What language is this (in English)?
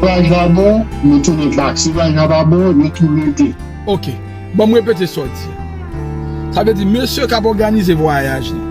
Haitian Creole